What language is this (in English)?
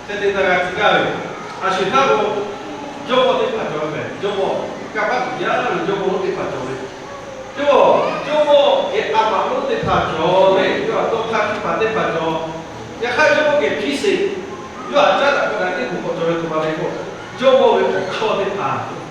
Lahu